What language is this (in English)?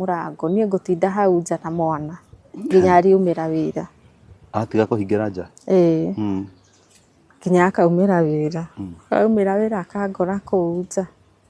Kikuyu